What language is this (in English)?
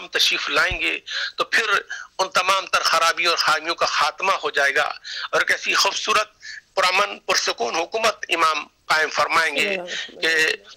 Urdu